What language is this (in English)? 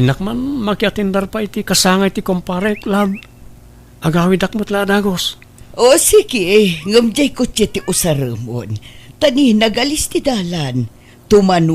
Iloko